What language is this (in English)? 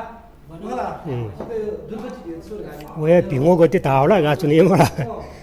Newari